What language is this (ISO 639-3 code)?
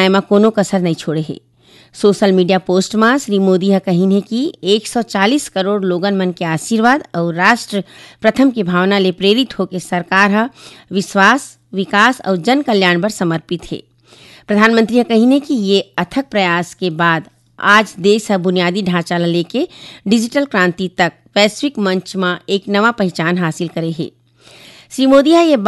hne